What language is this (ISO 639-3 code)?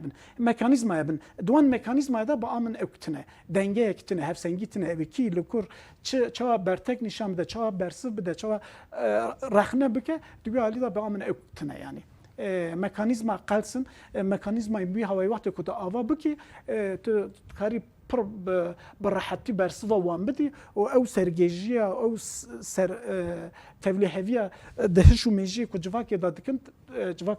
kur